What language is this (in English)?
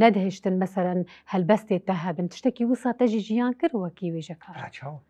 Kurdish